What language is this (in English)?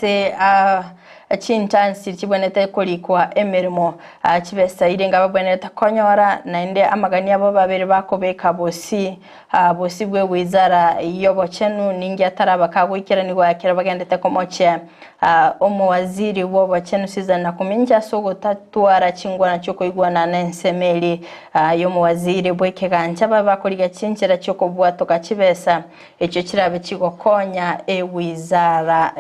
Gusii